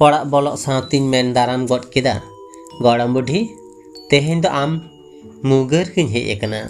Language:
Santali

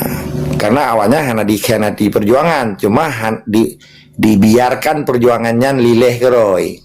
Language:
Achinese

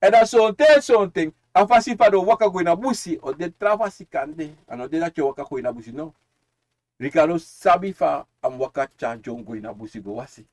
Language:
Sranan Tongo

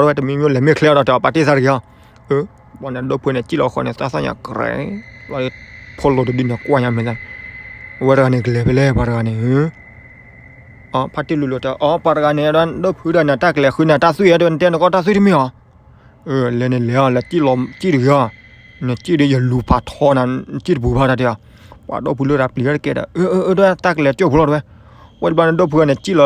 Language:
S'gaw Karen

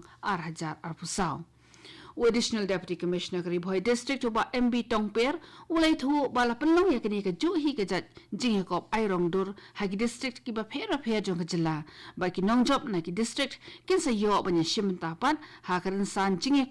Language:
Khasi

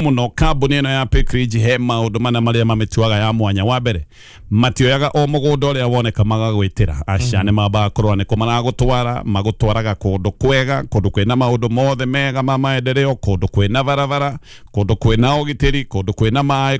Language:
Kikuyu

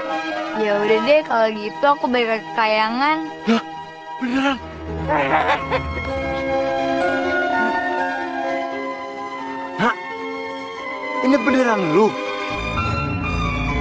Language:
Indonesian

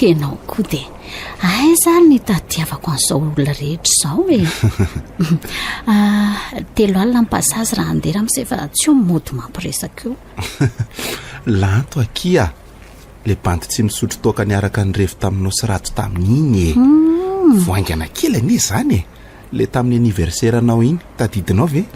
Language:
Malagasy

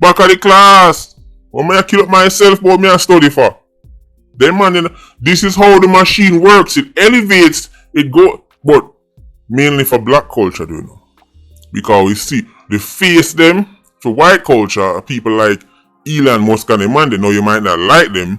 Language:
Jamaican Creole English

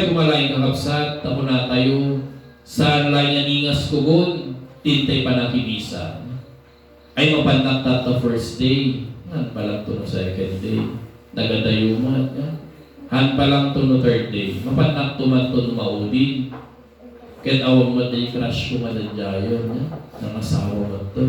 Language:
Iloko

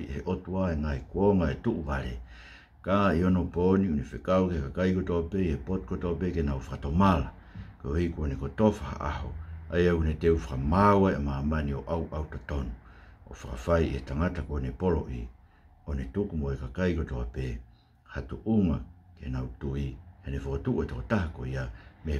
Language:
Tongan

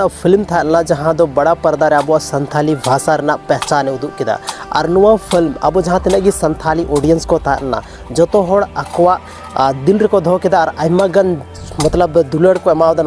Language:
Santali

